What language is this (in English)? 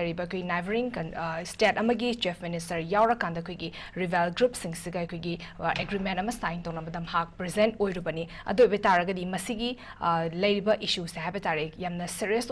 Manipuri